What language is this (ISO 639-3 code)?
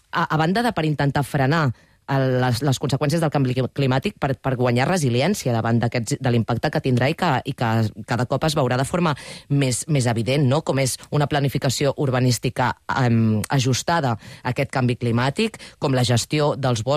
cat